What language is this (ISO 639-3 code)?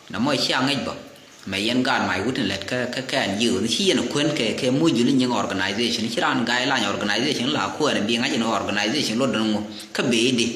nus